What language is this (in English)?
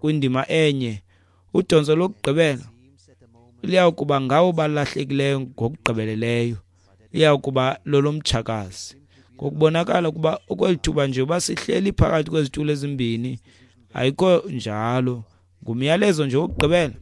Xhosa